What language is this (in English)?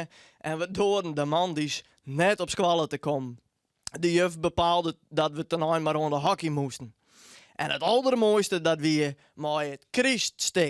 Western Frisian